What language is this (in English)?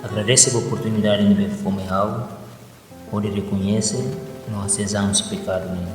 Tetum